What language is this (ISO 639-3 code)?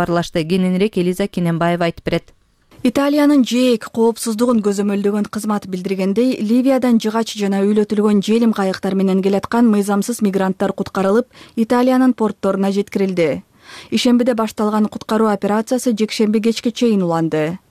kir